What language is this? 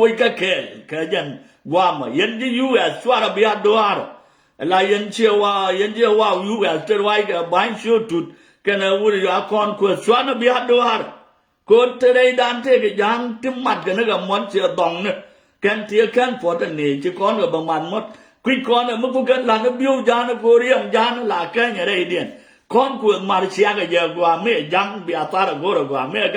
Nuer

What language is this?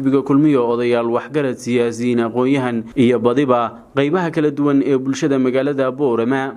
Somali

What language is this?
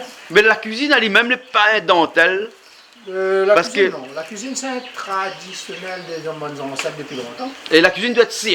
Réunion Creole French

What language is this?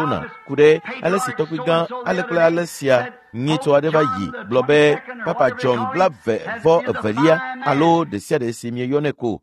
Ewe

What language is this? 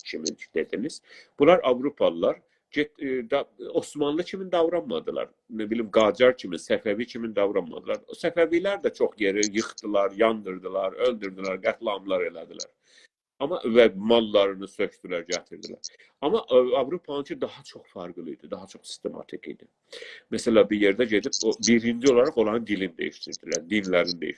South Azerbaijani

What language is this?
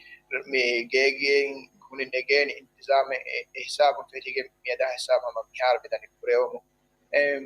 Divehi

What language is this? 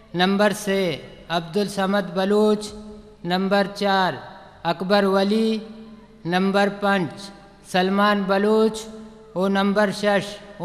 Eastern Balochi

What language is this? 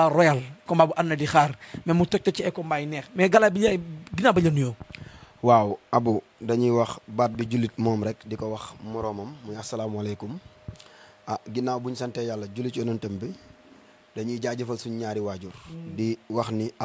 Wolof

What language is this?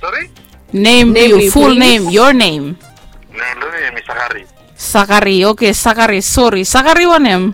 Bislama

